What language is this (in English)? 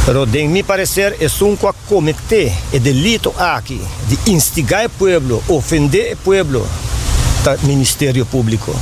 Papiamento